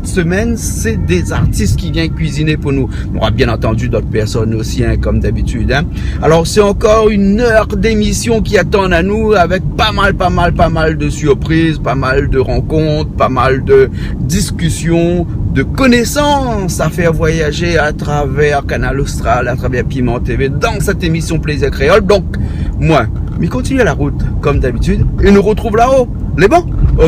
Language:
Réunion Creole French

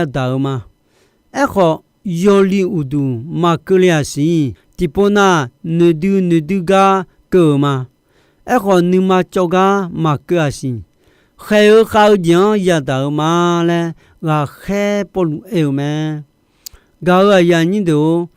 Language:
Akha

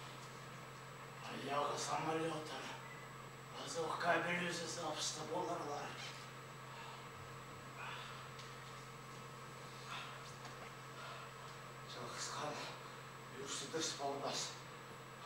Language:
Kazakh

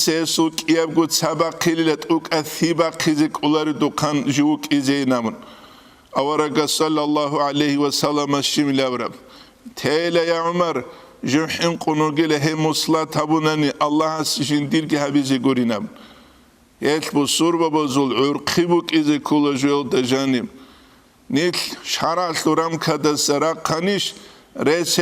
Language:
Avaric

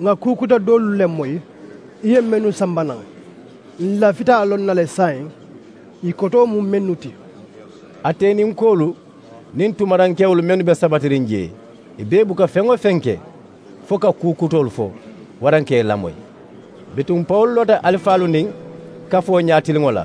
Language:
Mandingo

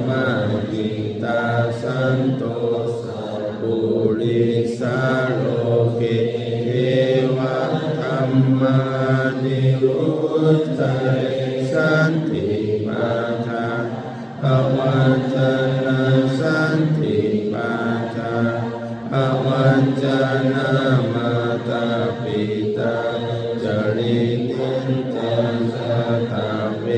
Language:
Pali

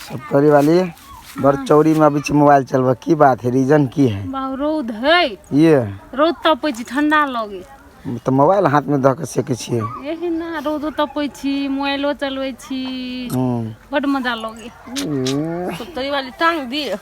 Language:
Maithili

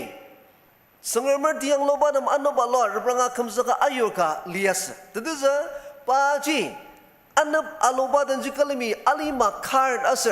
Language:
Ao Naga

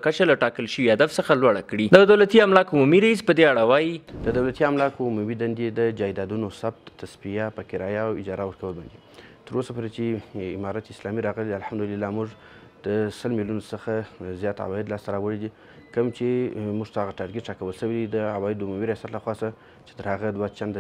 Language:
Pashto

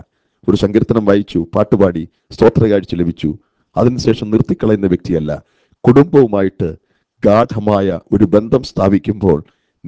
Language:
Malayalam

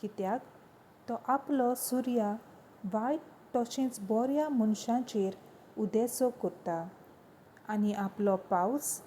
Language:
Konkani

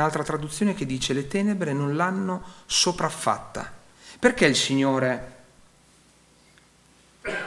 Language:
Italian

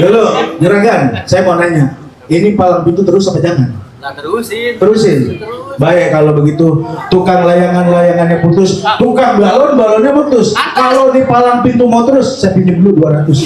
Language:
Betawi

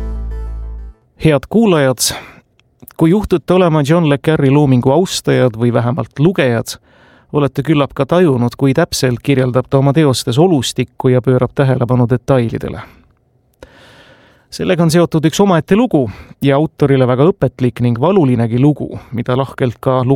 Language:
Estonian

